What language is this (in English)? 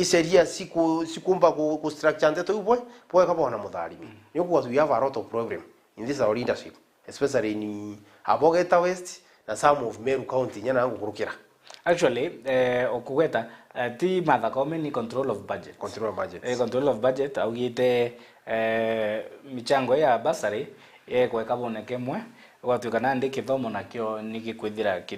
Meru